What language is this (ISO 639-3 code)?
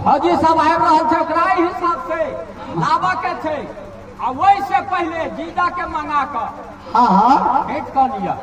mai